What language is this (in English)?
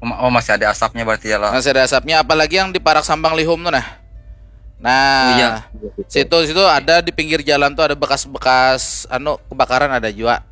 Banjar